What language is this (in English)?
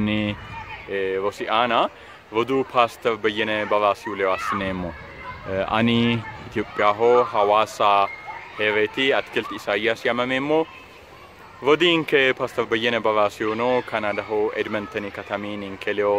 Sidamo